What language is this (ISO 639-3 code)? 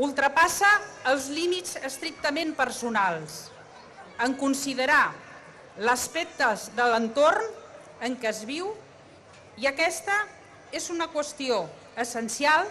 cat